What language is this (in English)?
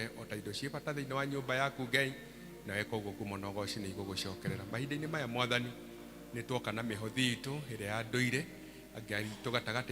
Kikuyu